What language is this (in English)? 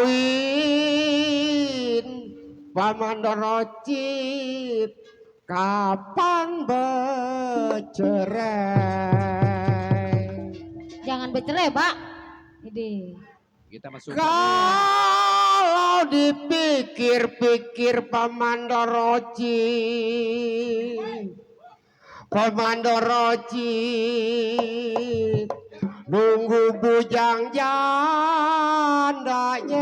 Betawi